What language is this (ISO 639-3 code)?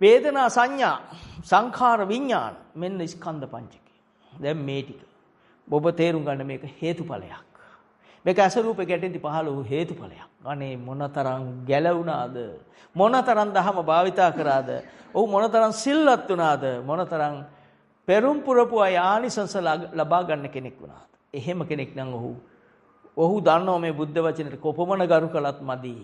sin